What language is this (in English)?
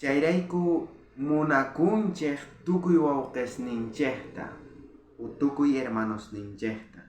South Bolivian Quechua